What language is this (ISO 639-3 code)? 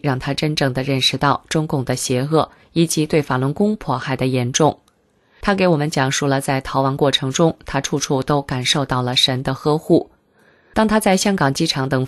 zho